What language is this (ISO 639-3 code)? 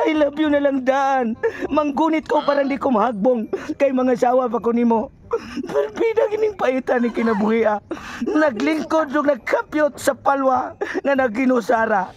ceb